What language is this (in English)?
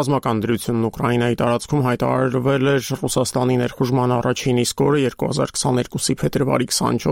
Armenian